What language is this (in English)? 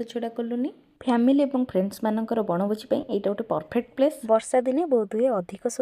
Odia